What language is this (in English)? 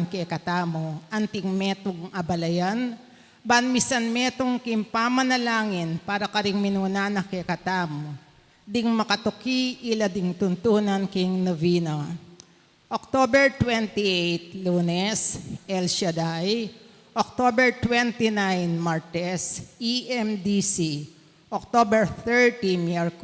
Pampanga